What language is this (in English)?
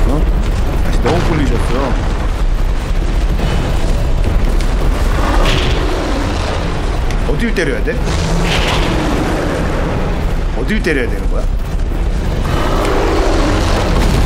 Korean